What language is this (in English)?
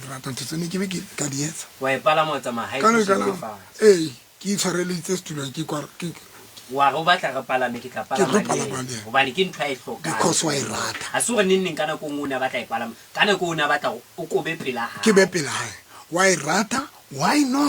Southern Sotho